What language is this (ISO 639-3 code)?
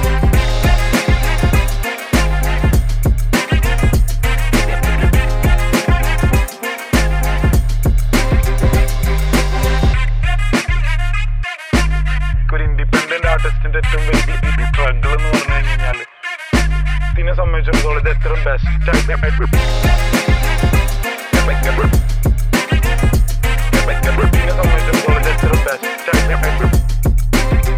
mal